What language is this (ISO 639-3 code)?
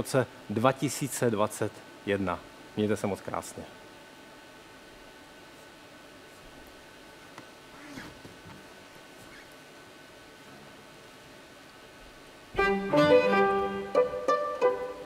ces